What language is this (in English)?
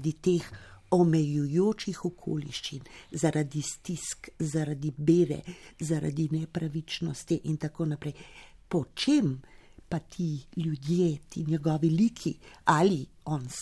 Slovenian